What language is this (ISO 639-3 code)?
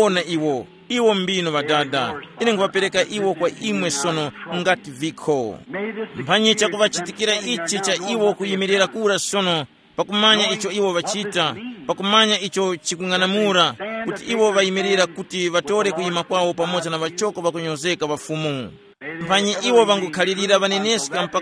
tum